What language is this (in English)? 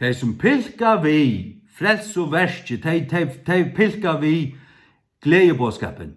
Faroese